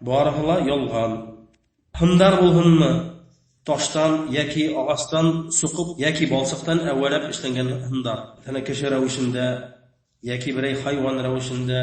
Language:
Bashkir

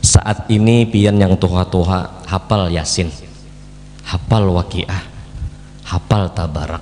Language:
Banjar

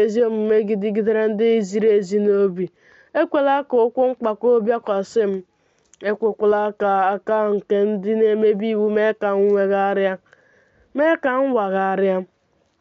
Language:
Igbo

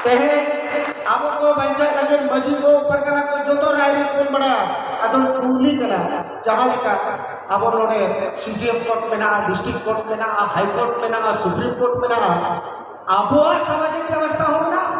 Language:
Santali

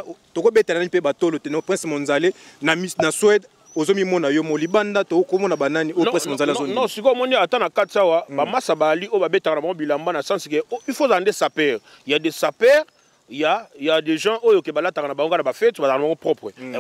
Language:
Lingala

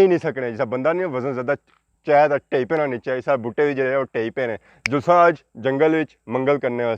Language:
Pahari-Potwari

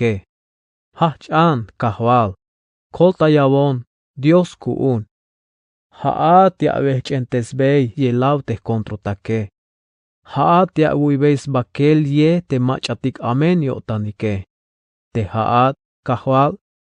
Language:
Tzeltal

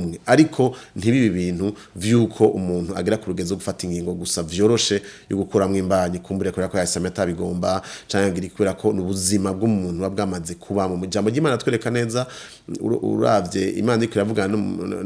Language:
Rundi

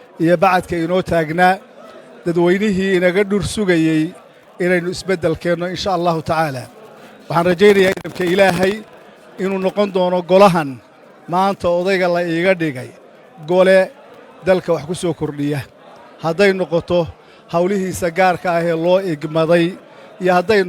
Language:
Somali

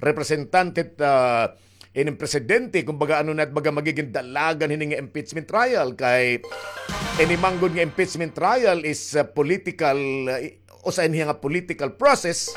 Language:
Waray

